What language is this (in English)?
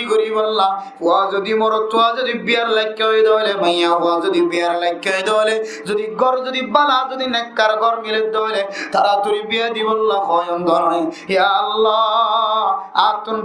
Rohingya